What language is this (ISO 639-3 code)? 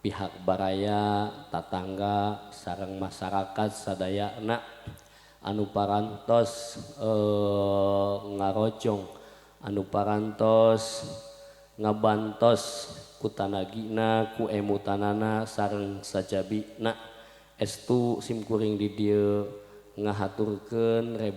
sun